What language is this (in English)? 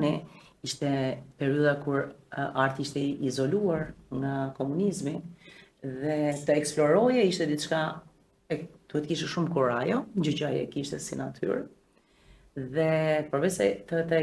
Albanian